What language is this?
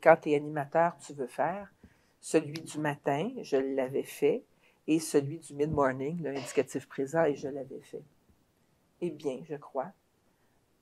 French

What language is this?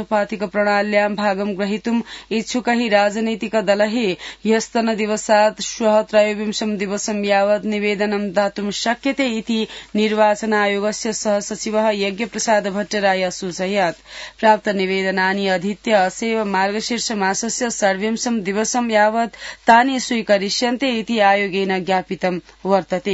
Sanskrit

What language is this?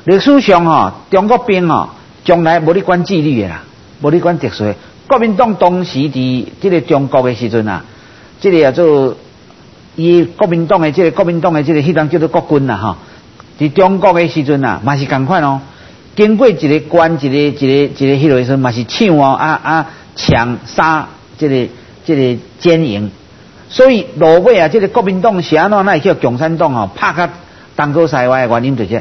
Min Nan Chinese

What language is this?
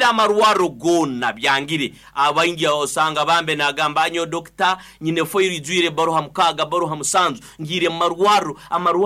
Nyoro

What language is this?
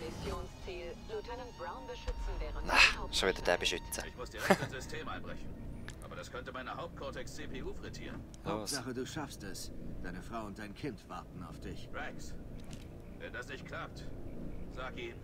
Swiss German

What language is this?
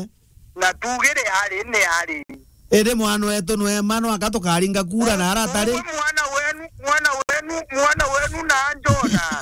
Meru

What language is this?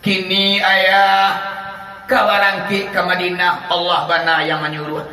Minangkabau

